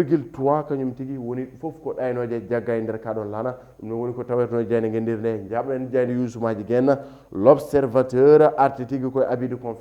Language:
Fula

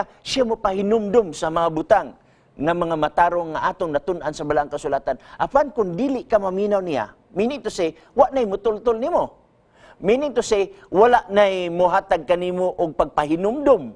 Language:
Cebuano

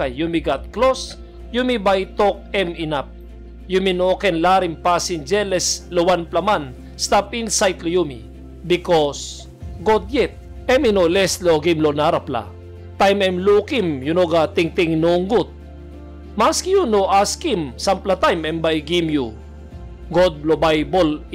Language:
Tok Pisin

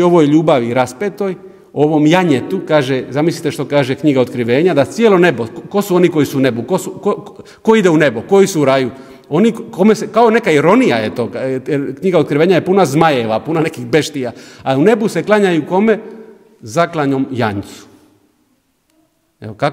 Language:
Croatian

